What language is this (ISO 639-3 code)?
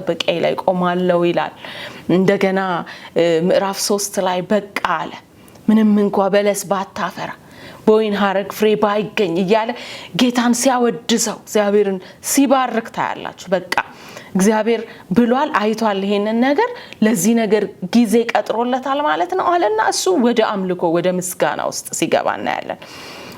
amh